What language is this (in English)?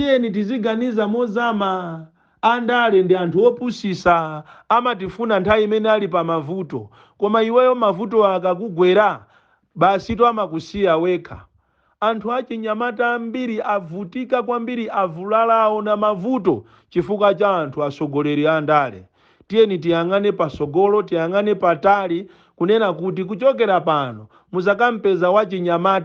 Nyanja